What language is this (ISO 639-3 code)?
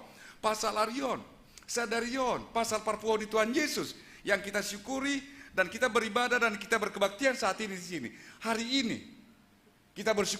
bts